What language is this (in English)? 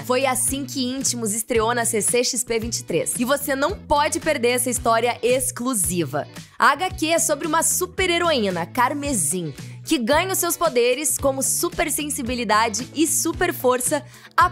Portuguese